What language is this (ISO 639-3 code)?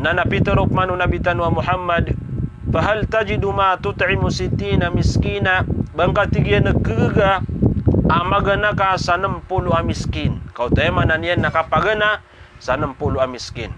mrw